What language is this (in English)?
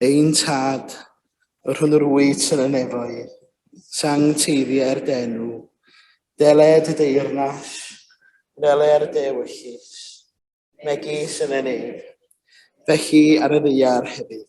Welsh